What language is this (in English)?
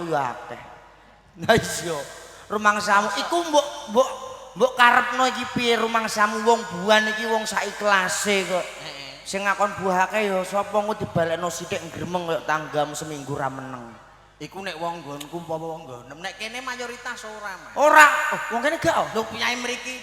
Javanese